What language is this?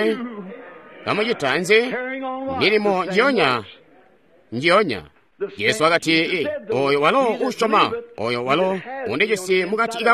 Tonga (Zambia)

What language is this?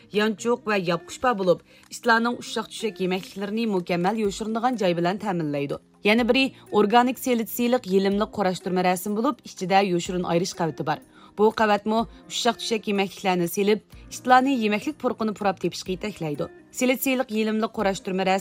Uyghur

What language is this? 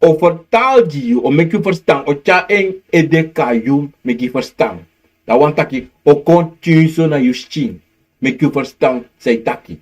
Sranan Tongo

